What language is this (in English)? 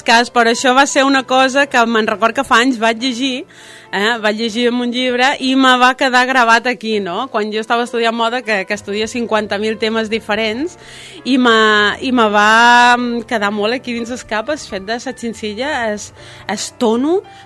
Catalan